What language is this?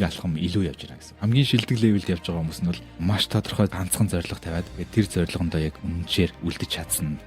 Mongolian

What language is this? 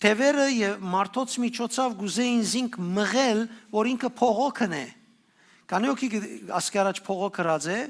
Western Armenian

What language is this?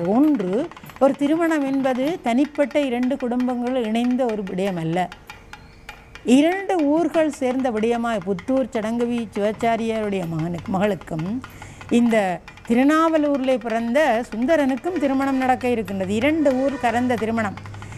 Tamil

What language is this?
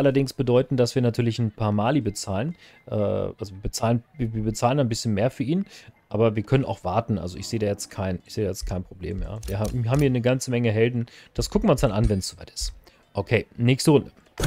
German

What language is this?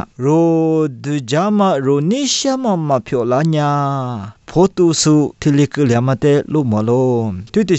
Lisu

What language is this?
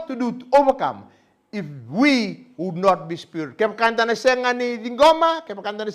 Fijian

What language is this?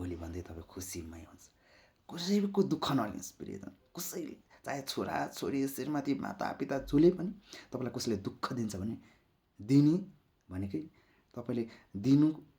Nepali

